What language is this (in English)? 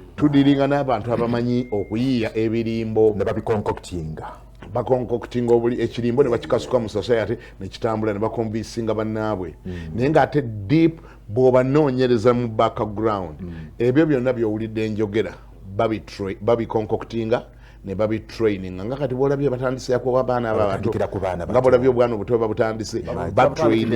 Ganda